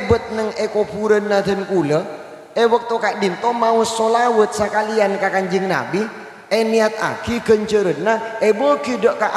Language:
Madurese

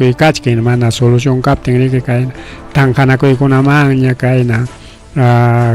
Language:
Ayacucho Quechua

